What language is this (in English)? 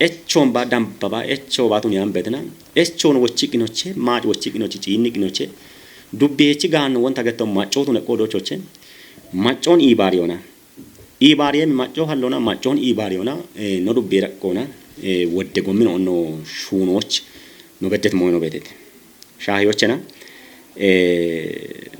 Kafa